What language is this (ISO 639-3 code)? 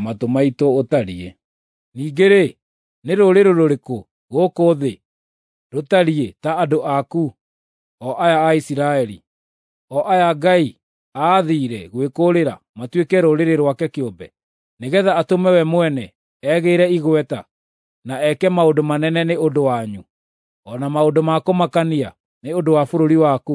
kik